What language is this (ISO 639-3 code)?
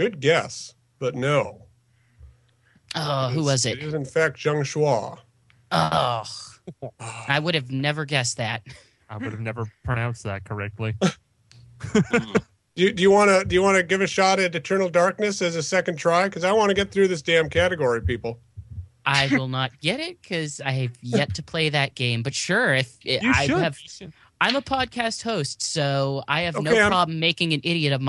eng